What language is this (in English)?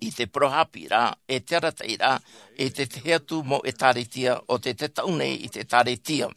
Tahitian